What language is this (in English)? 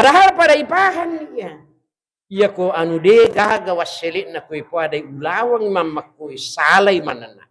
Buginese